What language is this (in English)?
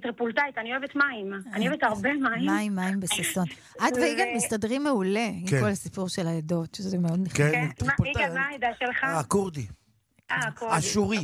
Hebrew